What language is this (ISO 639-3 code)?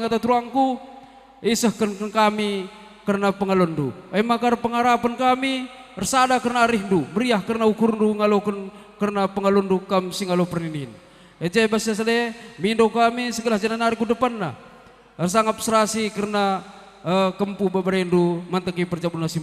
btx